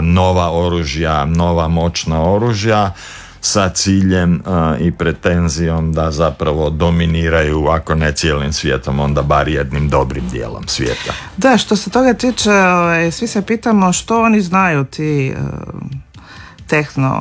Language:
Croatian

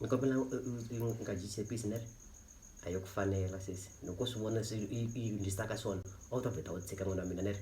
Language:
Tsonga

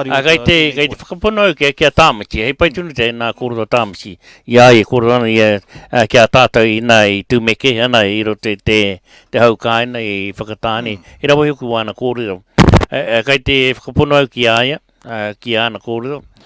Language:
Māori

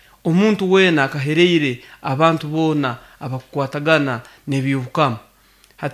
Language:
Nyoro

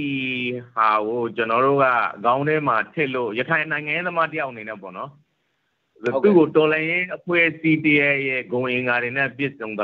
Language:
Burmese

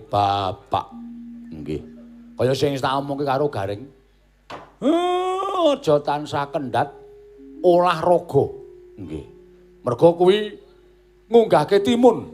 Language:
Javanese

